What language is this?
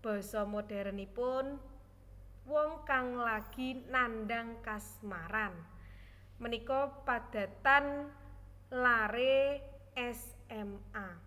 Javanese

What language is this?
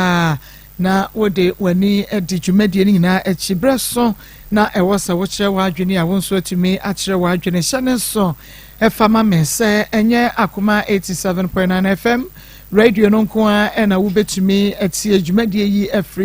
Akan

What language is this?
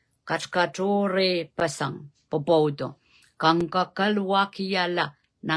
Pohnpeian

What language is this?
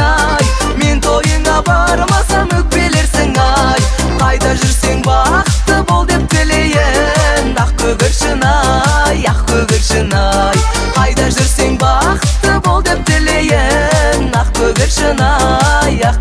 Kazakh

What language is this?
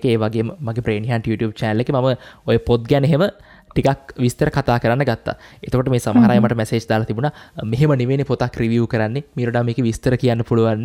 Sinhala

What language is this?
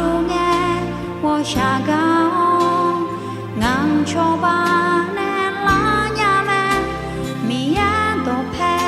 Akha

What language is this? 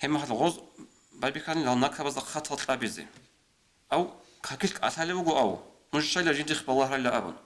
Avaric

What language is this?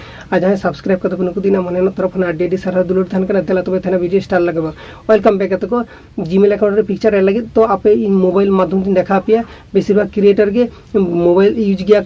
Santali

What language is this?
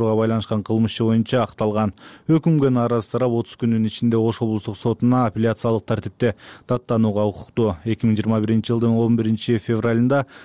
Kyrgyz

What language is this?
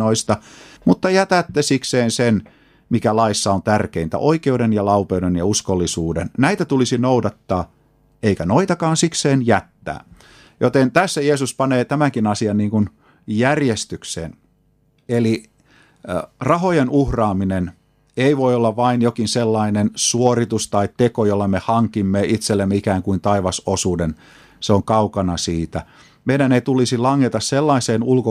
Finnish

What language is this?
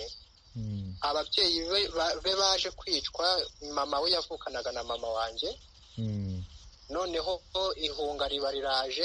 Kinyarwanda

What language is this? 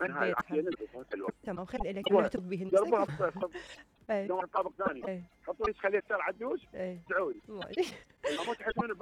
Mesopotamian Arabic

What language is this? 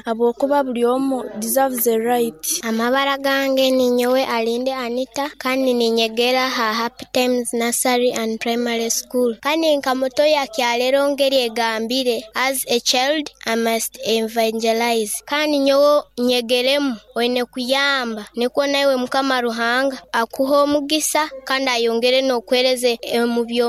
Nyoro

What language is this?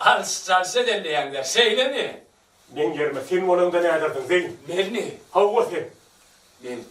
Turkmen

